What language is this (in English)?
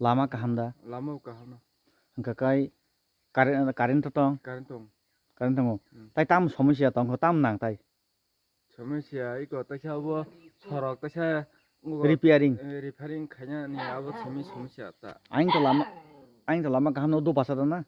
Kok Borok